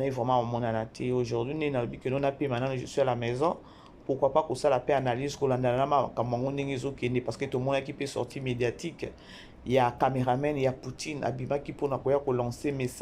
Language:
Lingala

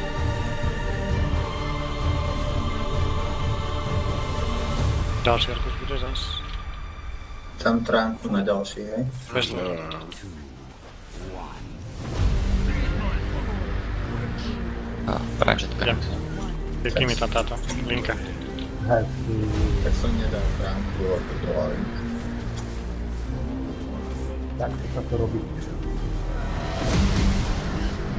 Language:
Slovak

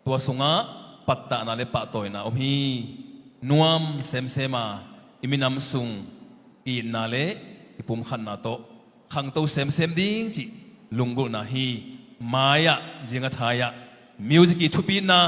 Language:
Tedim Chin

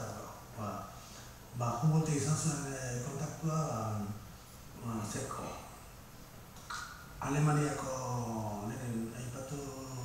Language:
Basque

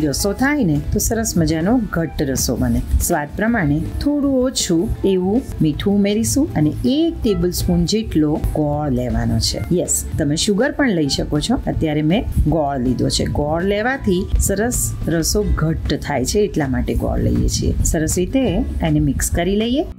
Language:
Gujarati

